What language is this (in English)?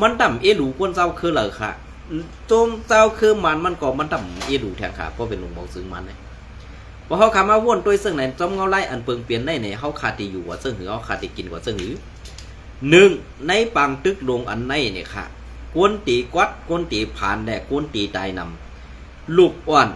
Shan